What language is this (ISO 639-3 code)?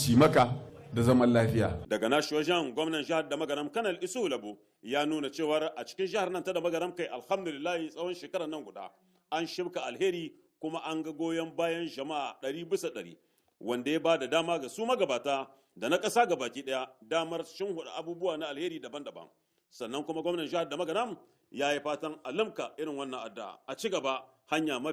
hau